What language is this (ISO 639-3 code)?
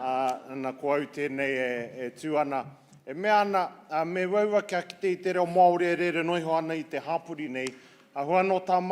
mri